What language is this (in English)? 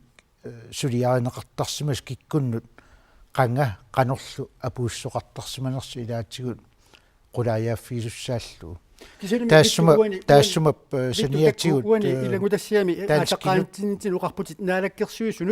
Kalaallisut